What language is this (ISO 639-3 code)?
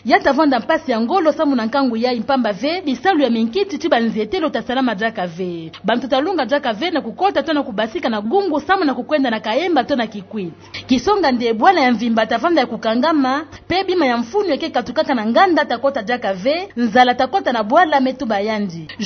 ktu